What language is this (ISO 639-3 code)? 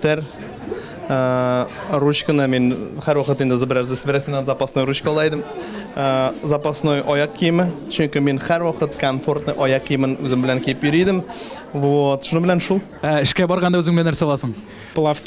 tat